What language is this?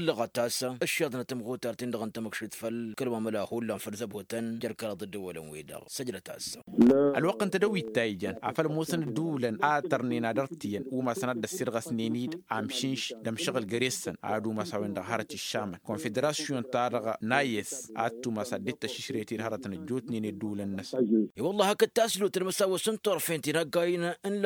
Tamasheq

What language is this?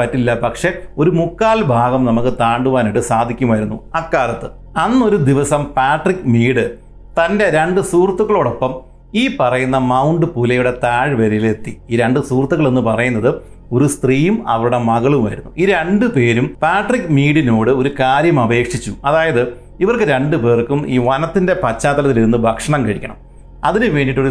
Malayalam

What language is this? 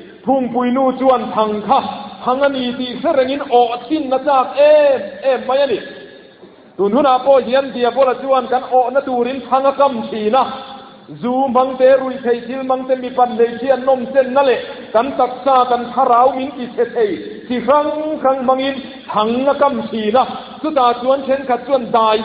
Mizo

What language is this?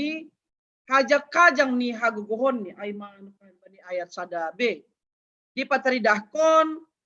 Batak Simalungun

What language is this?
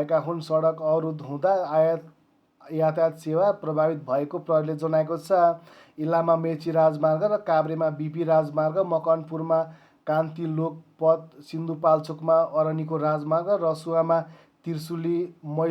Nepali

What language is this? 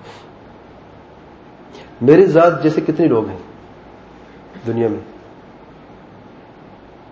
Urdu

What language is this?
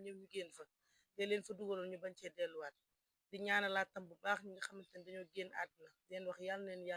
Wolof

